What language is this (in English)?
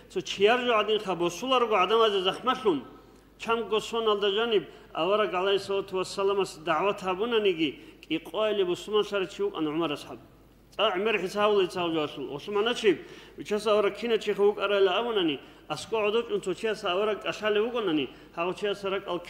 Avaric